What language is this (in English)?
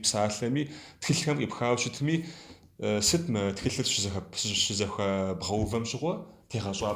Kabardian